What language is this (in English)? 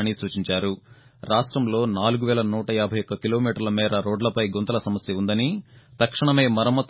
Telugu